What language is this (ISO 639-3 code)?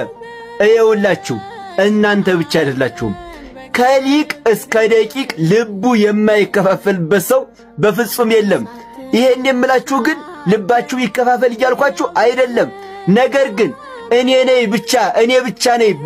amh